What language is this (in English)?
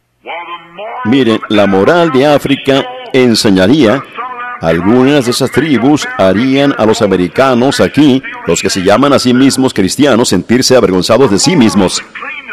Spanish